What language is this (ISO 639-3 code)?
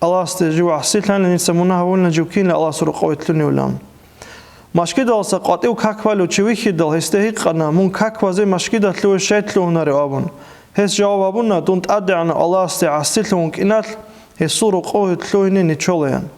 ava